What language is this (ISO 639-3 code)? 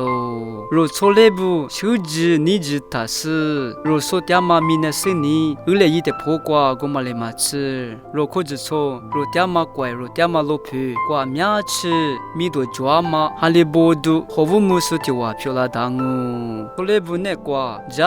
lis